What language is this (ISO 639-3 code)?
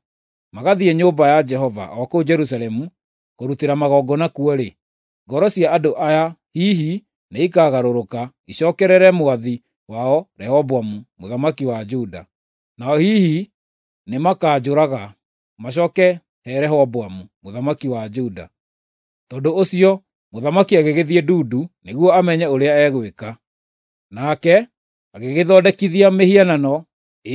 kik